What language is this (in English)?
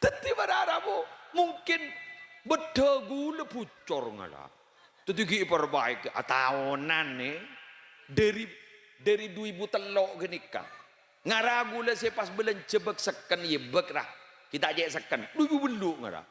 Madurese